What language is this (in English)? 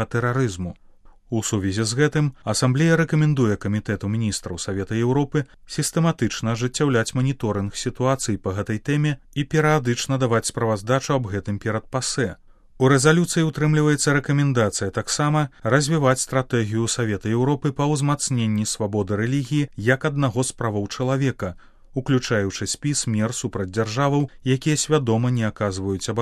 Belarusian